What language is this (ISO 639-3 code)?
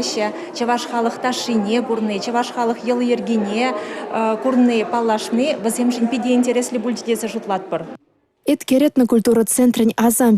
chv